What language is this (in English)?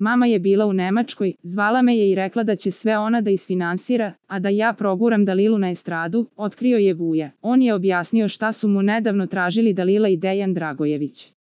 Serbian